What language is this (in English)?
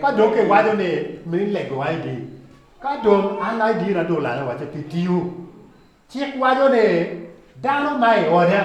Acoli